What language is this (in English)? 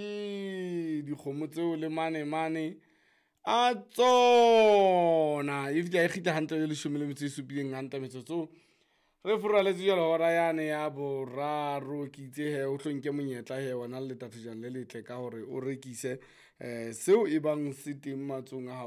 Southern Sotho